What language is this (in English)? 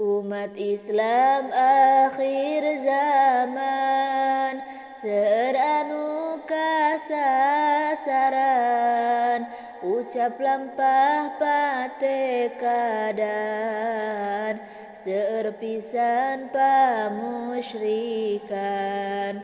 Sundanese